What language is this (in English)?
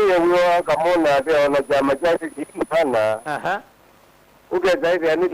Kamba